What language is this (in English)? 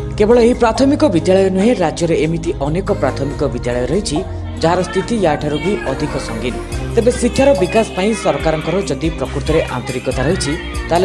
Odia